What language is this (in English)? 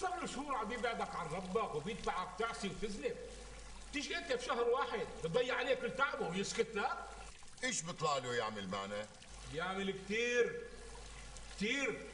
North Levantine Arabic